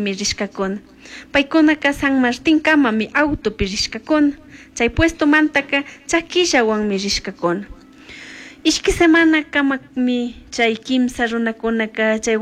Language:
Chimborazo Highland Quichua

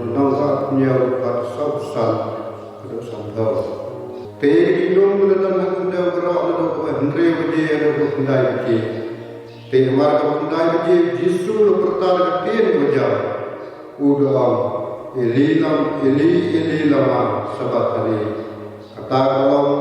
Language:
Khasi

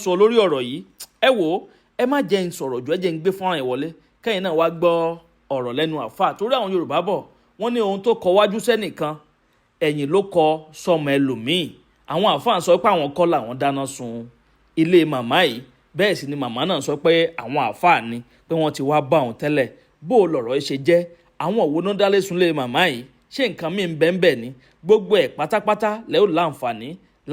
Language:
Yoruba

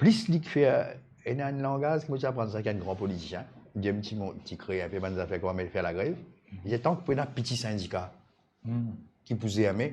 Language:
Morisyen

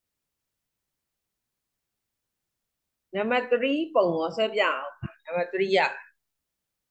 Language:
Burmese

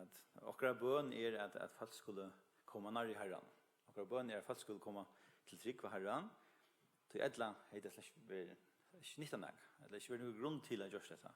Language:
Faroese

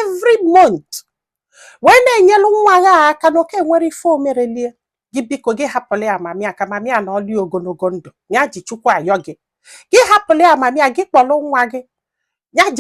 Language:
Igbo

